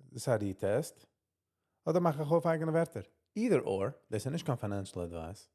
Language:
Yiddish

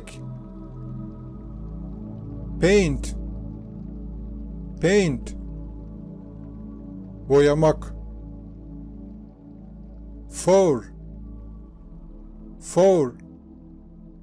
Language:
Turkish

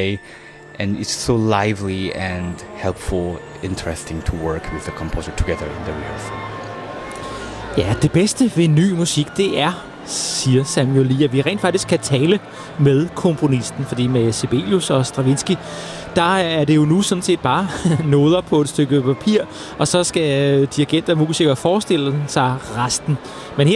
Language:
Danish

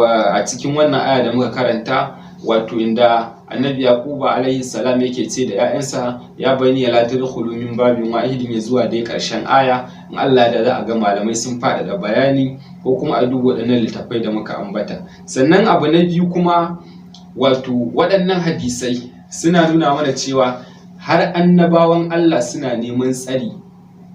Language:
Hausa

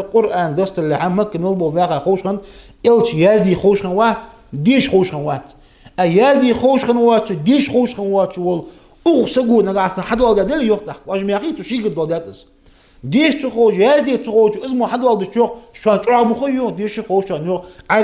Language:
Ingush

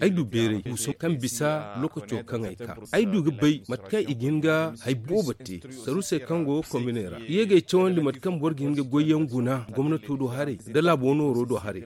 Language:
Zarma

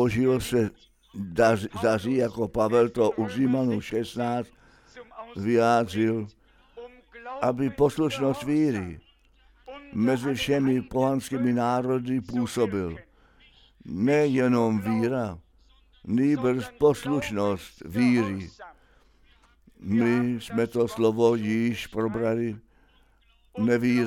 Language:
Czech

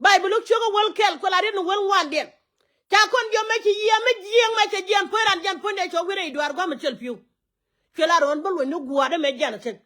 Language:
Nuer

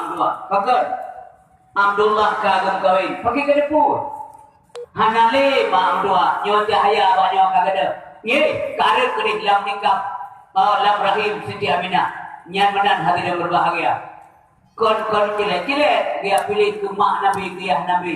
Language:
Achinese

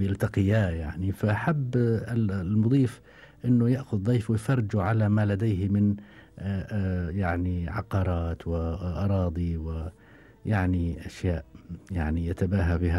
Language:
Gulf Arabic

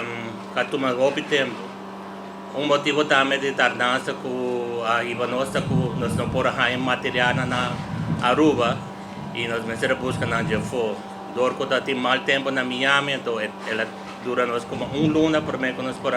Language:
Papiamento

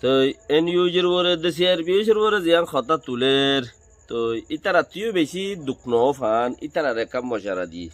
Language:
Rohingya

